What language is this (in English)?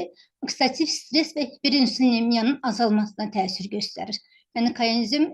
Azerbaijani